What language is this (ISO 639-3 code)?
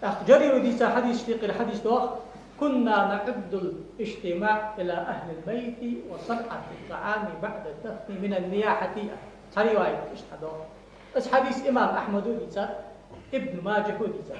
inh